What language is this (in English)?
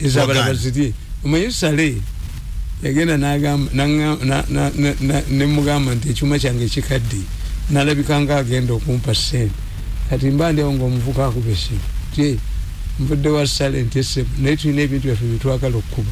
Ganda